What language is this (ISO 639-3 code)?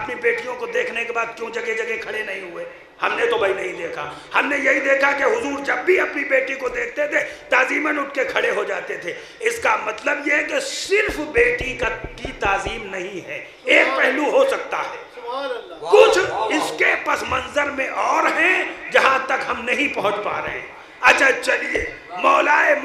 urd